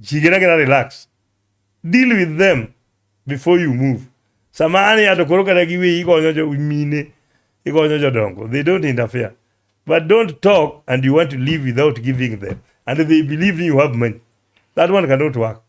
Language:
Luo (Kenya and Tanzania)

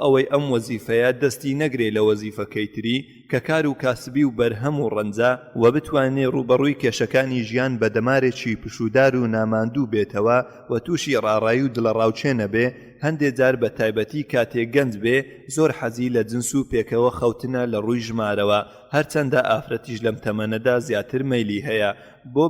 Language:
Central Kurdish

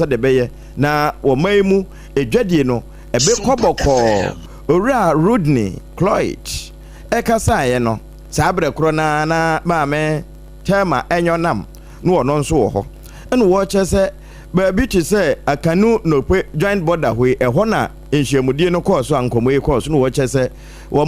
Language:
Akan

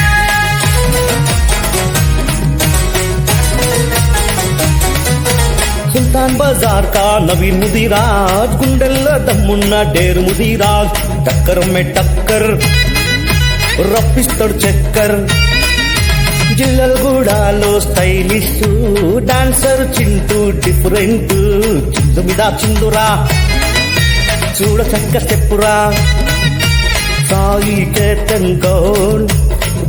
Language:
Telugu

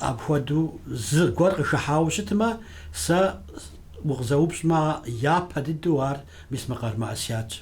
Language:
Kabardian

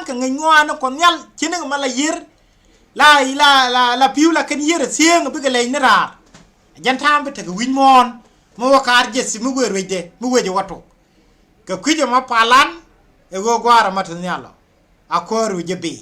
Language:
Nuer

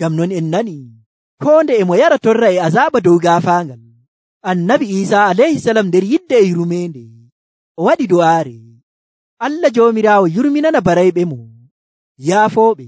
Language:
Nigerian Fulfulde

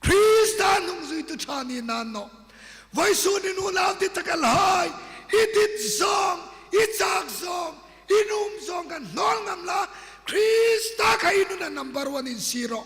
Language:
Hmar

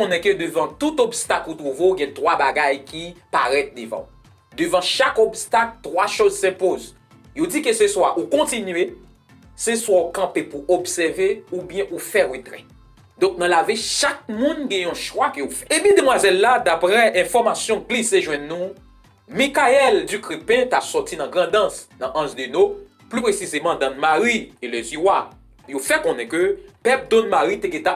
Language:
Haitian Creole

